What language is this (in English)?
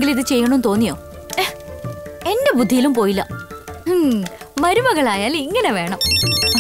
Malayalam